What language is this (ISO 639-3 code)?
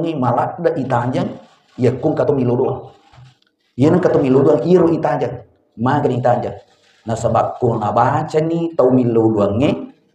bug